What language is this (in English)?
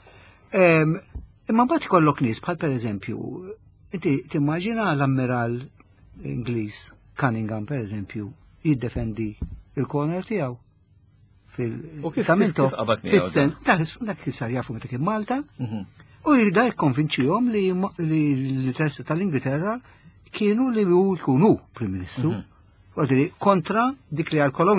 Maltese